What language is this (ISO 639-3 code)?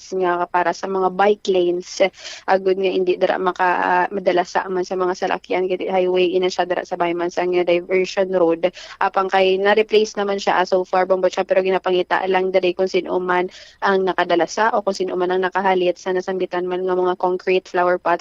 hil